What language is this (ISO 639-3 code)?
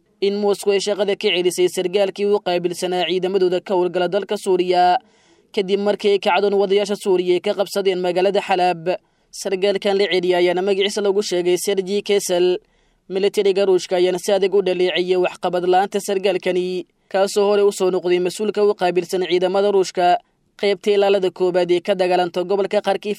som